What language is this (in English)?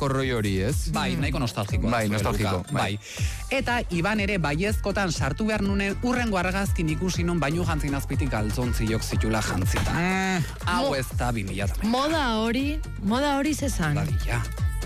Basque